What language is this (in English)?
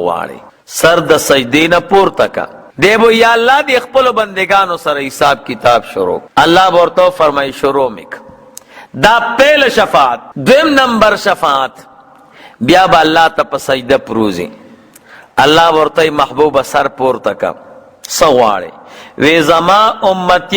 Pashto